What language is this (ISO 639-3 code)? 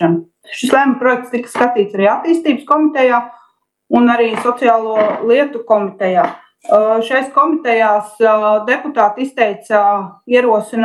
lav